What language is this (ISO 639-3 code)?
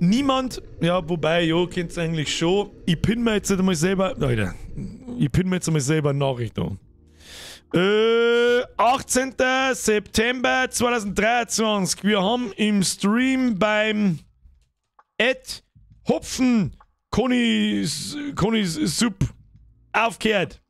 bar